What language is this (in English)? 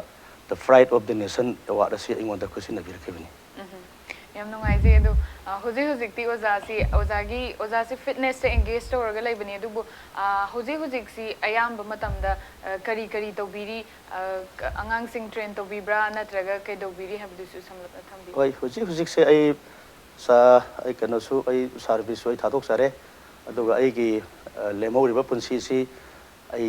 Manipuri